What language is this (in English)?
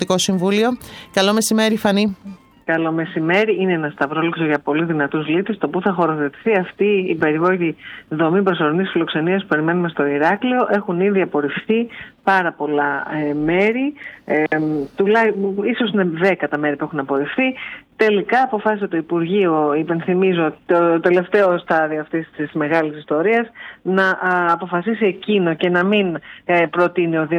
Greek